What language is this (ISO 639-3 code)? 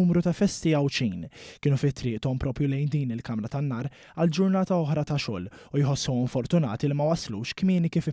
mlt